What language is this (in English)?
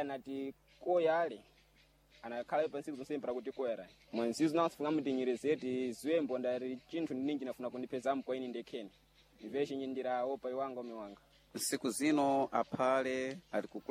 Sena